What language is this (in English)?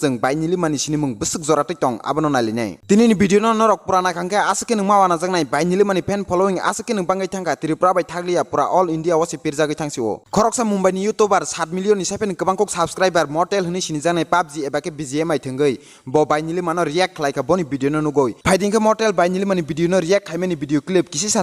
Kok Borok